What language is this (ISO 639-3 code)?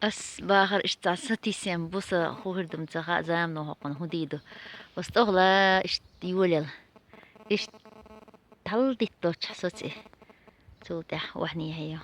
che